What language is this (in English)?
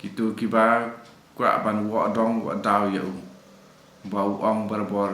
Khasi